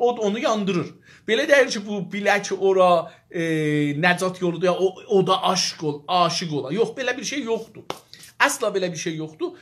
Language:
South Azerbaijani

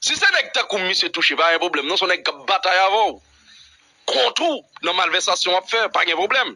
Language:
Haitian Creole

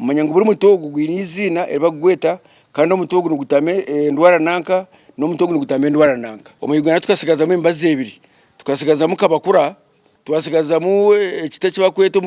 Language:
Nyankole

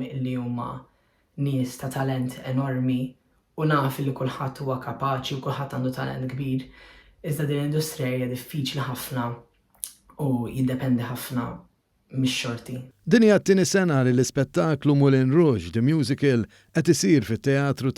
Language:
Maltese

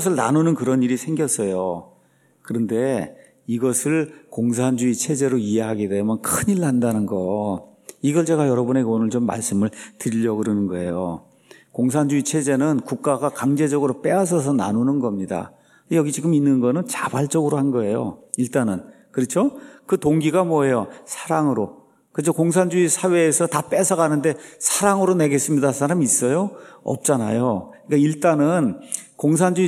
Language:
Korean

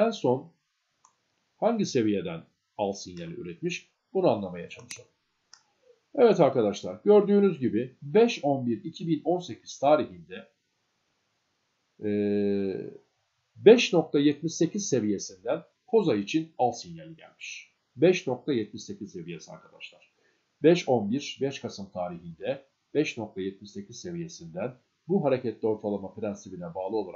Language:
Turkish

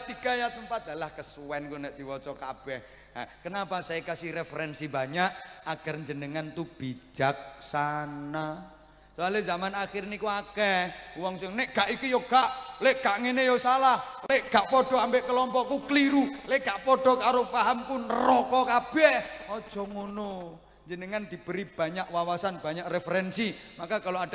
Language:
Javanese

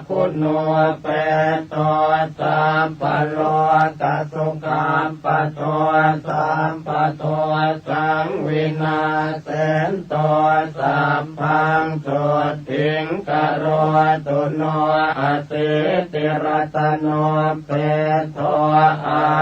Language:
Pali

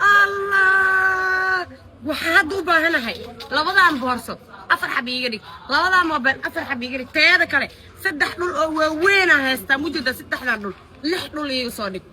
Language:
Somali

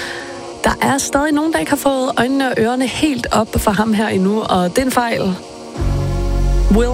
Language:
Danish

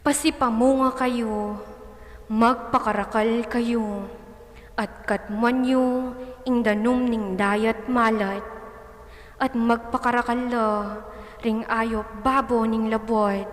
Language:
Pampanga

